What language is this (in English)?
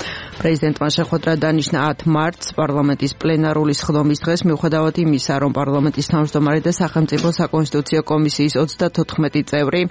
Georgian